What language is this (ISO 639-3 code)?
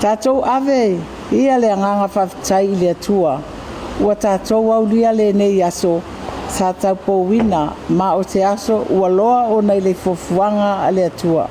smo